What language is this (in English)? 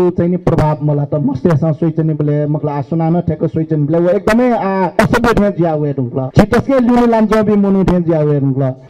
Newari